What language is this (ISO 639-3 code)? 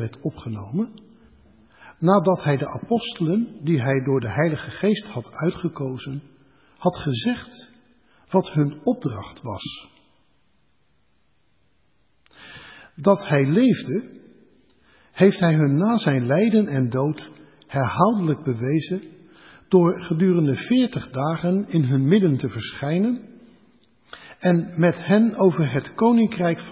nld